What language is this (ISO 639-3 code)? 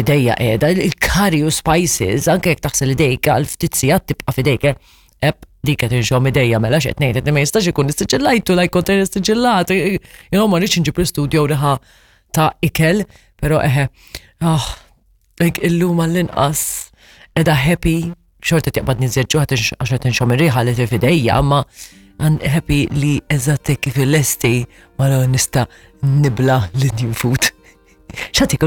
mlt